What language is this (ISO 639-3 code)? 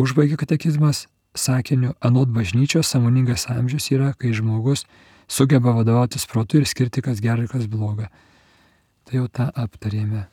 lit